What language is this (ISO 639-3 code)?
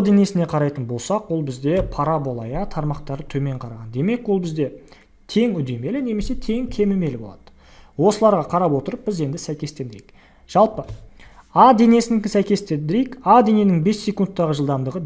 kaz